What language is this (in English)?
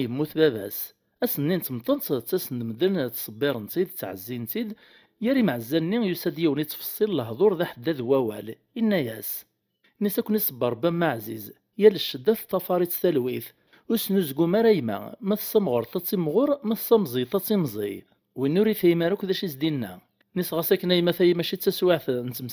Kabyle